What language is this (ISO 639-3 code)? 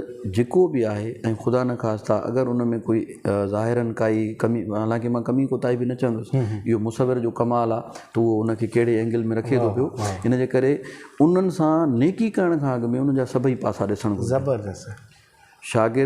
snd